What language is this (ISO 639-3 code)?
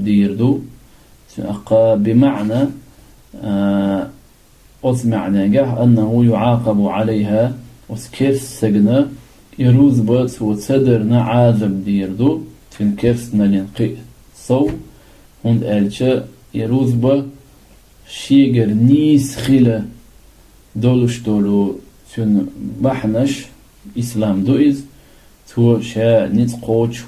che